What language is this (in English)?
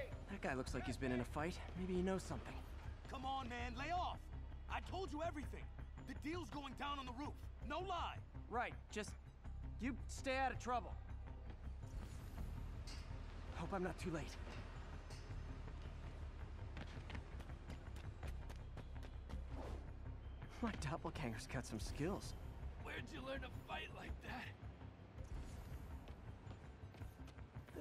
English